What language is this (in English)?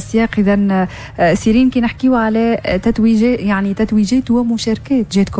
Tunisian Arabic